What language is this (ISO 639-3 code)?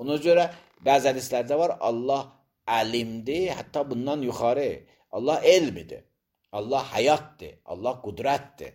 aze